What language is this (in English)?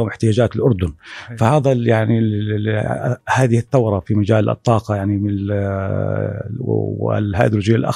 North Levantine Arabic